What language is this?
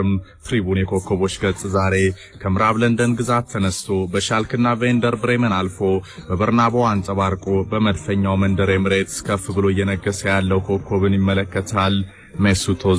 Amharic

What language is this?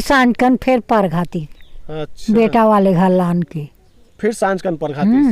Chhattisgarhi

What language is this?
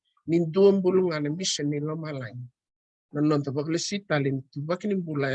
Fijian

